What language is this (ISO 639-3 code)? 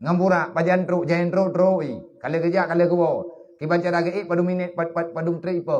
ace